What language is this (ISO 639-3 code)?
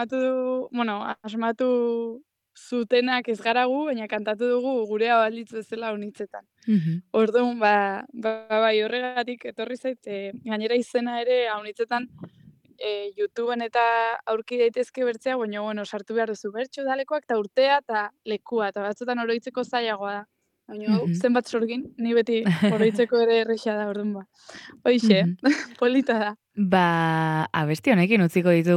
eus